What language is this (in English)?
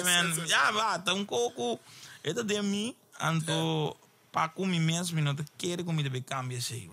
Papiamento